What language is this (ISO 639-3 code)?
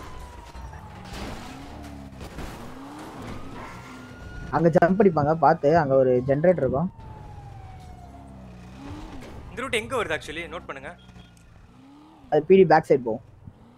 tam